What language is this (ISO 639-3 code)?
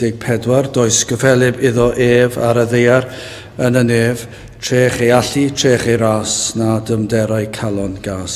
cym